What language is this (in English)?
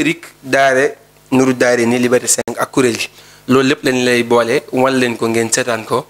Wolof